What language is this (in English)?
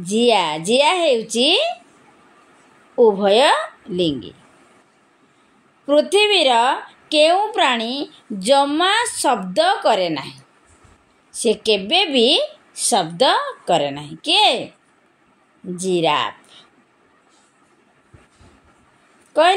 Odia